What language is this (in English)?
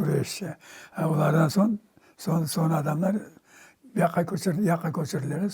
Crimean Tatar